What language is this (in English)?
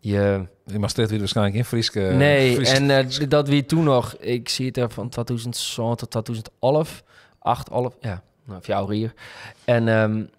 Western Frisian